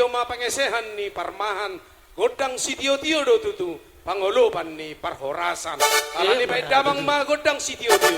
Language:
Batak Toba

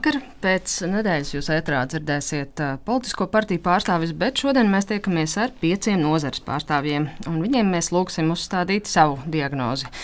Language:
Latvian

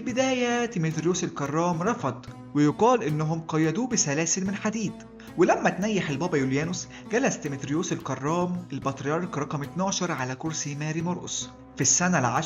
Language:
Egyptian Arabic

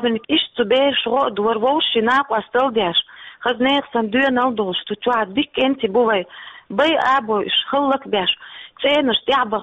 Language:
Chechen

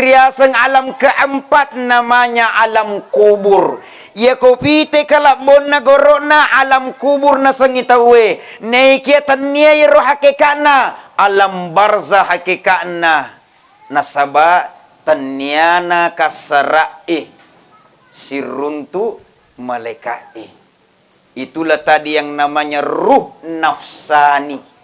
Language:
Buginese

